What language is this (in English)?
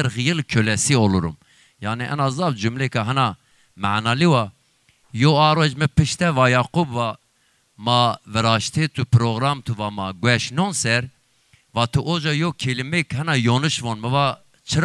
Zaza